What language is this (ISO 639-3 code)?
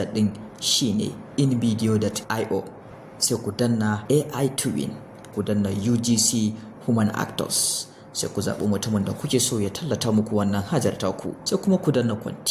hau